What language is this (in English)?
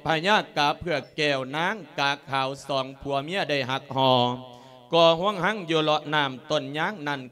Lao